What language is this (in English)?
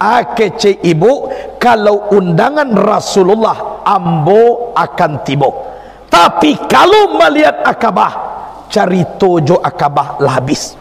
Minangkabau